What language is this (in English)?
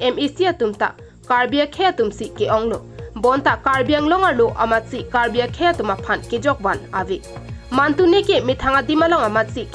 Karbi